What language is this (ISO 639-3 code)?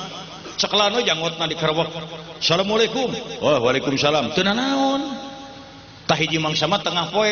sun